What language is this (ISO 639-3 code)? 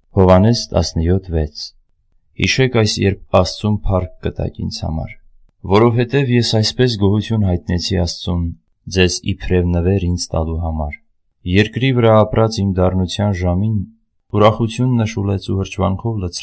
hye